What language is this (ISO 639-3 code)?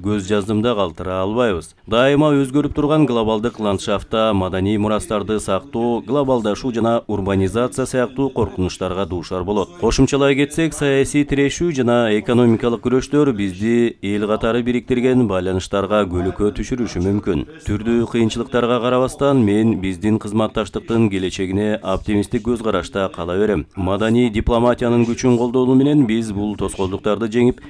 kir